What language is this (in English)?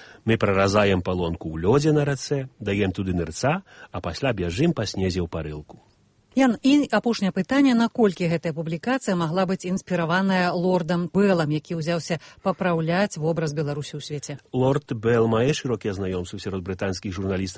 Belarusian